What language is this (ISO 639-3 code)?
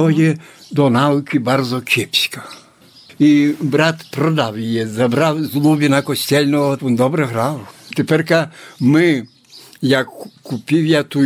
ukr